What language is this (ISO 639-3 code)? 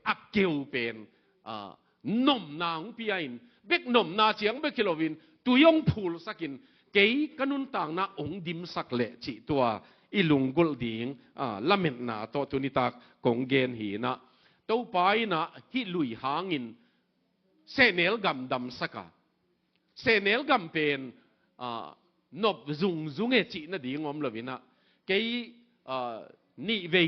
ctd